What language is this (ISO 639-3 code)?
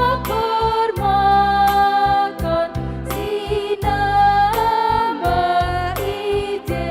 btx